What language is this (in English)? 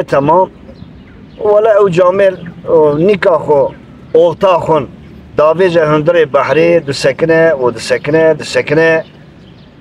Kurdish